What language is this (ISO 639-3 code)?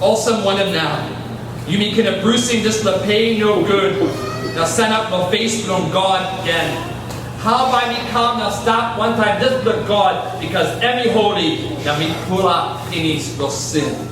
tpi